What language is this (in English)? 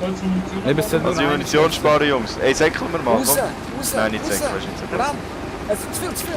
Swiss German